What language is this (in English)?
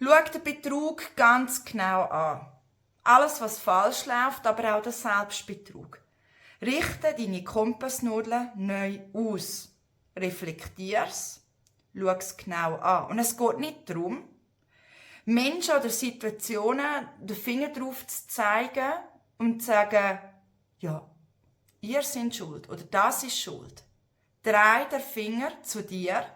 Swiss German